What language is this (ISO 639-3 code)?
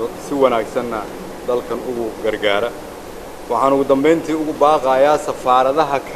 som